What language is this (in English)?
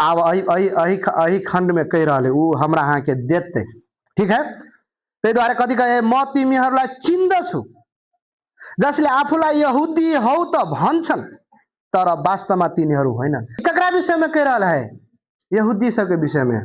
Maithili